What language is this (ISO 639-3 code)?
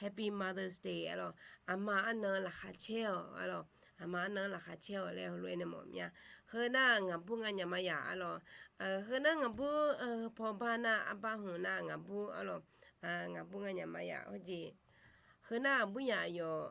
ahk